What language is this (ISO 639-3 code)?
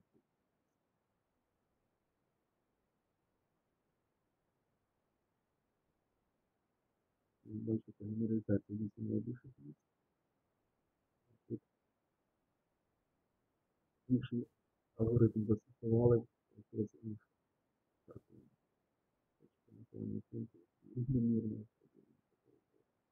ukr